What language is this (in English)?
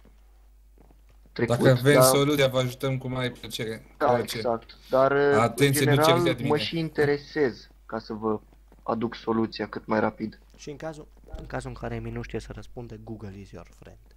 Romanian